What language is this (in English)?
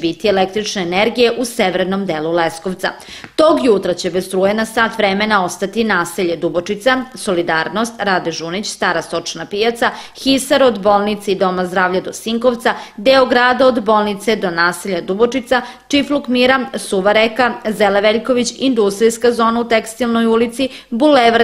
Serbian